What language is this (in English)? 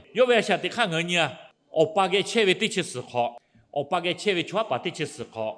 Lahu